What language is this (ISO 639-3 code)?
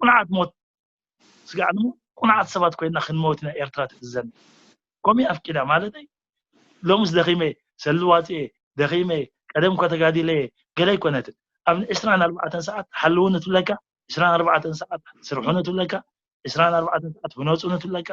tir